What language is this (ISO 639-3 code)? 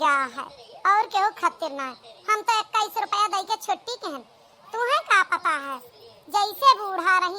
awa